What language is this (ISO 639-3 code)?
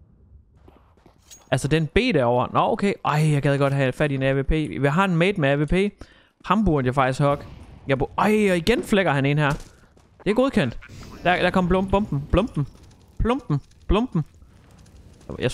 dan